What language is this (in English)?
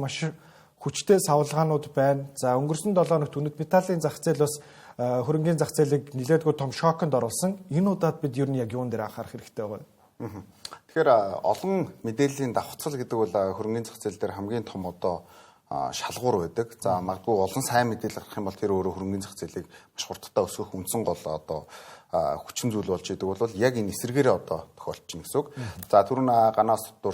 Mongolian